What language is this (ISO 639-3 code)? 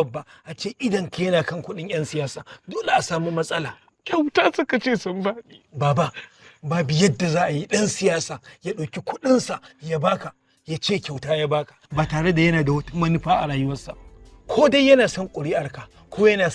hau